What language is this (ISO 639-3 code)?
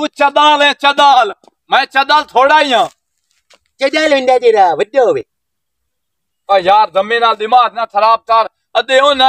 pan